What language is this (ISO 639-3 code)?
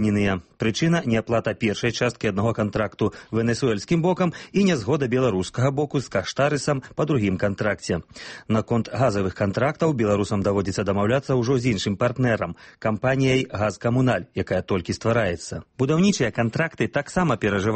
bel